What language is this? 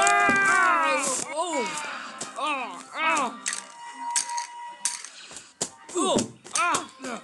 English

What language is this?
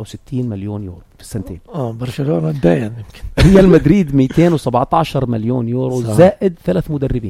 North Levantine Arabic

